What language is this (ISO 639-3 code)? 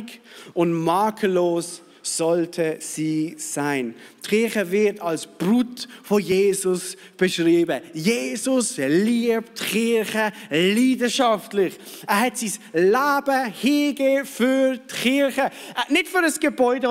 gsw